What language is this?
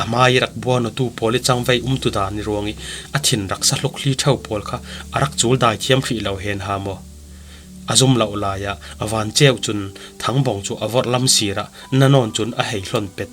Falam Chin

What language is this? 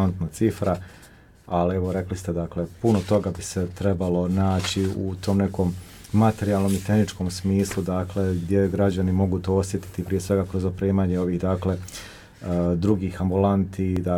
Bosnian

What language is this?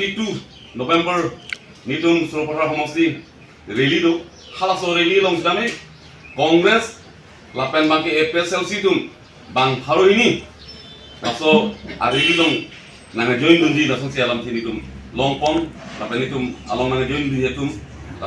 Karbi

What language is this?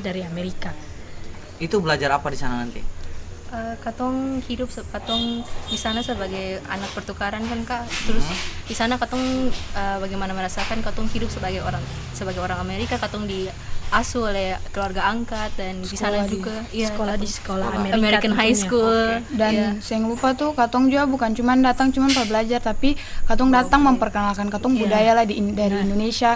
Ambonese Malay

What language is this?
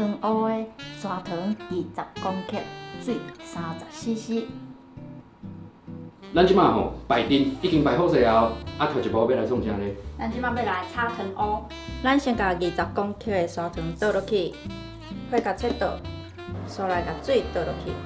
Min Nan Chinese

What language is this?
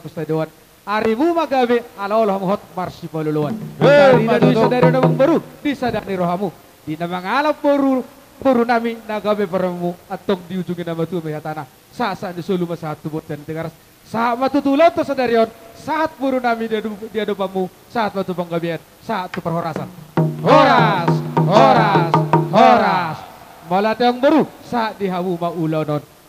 Batak Toba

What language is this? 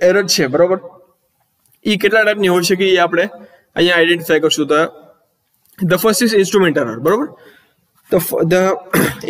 Gujarati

